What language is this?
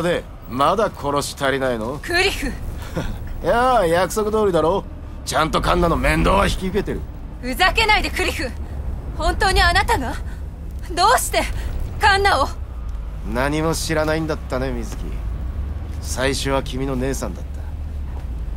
Japanese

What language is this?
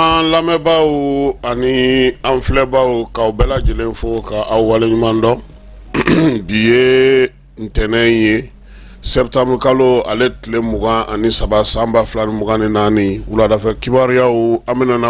Bambara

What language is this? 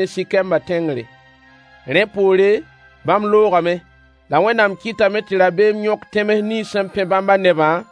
Mossi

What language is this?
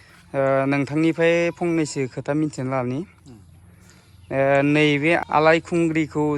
Bodo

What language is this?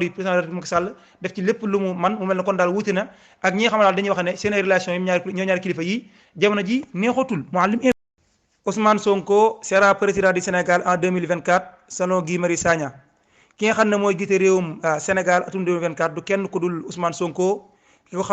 Wolof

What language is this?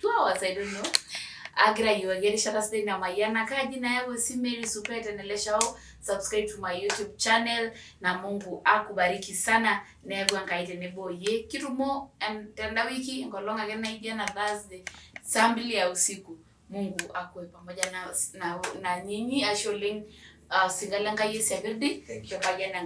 Masai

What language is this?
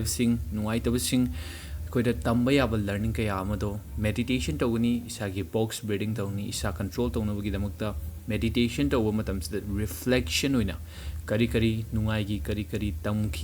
Manipuri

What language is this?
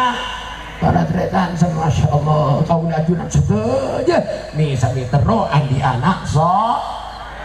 Madurese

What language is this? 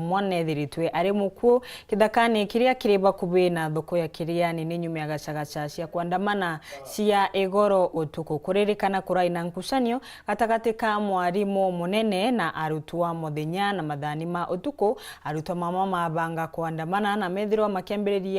Meru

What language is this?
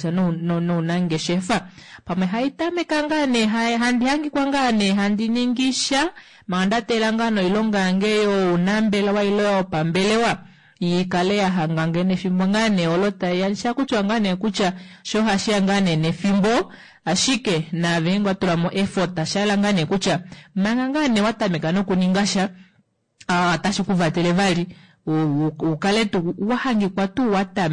Kuanyama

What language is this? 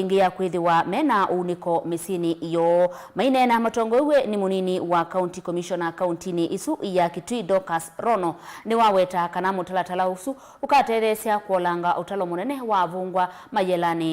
Kamba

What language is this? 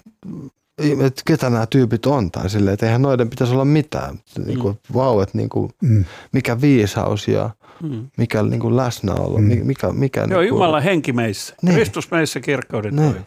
Finnish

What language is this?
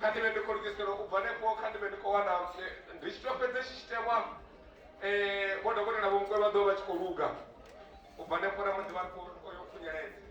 Venda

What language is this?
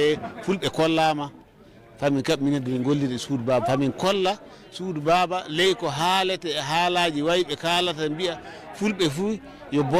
Fula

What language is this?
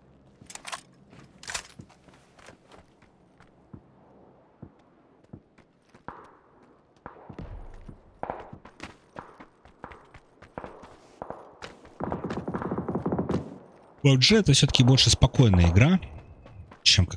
Russian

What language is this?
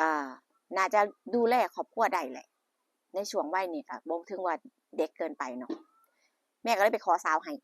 Northeastern Thai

